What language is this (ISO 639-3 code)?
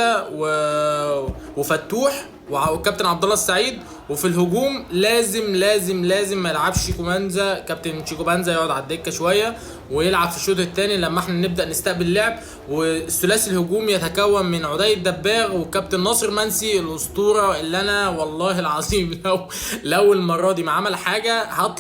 arz